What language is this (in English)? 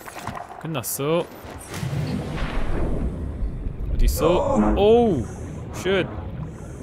Korean